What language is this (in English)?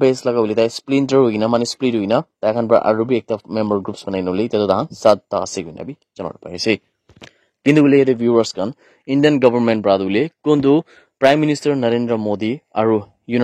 Naga Pidgin